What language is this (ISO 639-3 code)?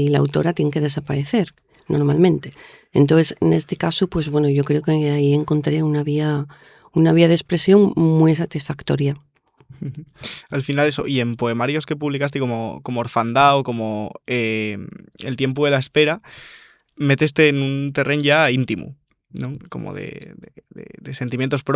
ast